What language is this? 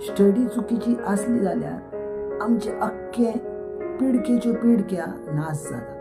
Konkani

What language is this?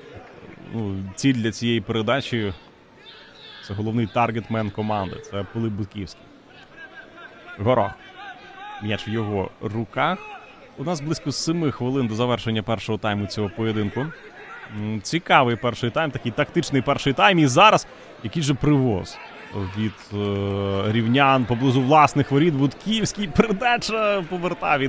Ukrainian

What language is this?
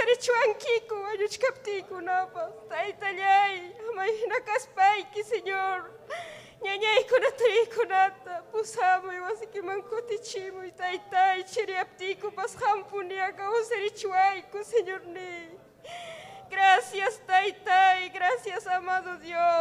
Ayacucho Quechua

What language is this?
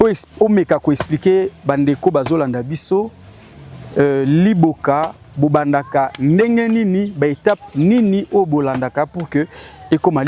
Lingala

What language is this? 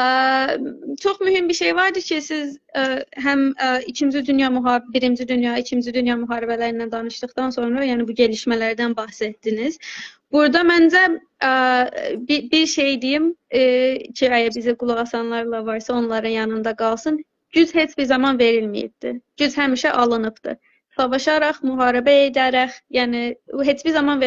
South Azerbaijani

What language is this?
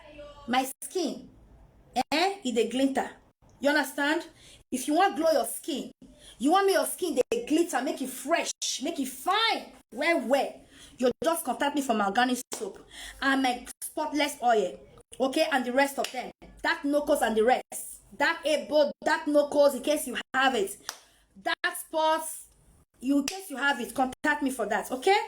Nigerian Pidgin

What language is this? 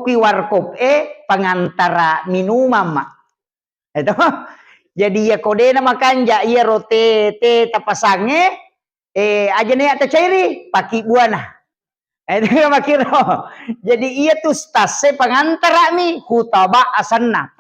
Buginese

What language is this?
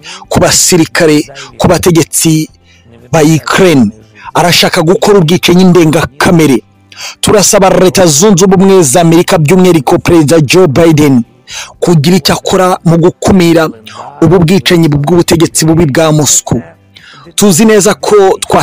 Kinyarwanda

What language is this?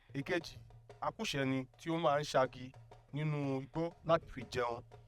Yoruba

